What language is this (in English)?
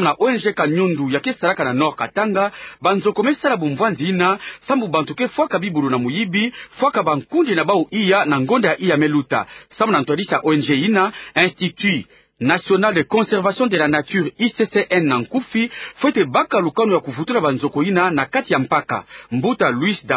Kituba (Democratic Republic of Congo)